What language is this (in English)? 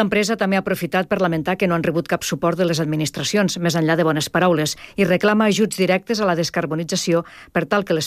Catalan